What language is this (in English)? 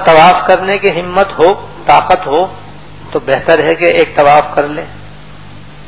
Urdu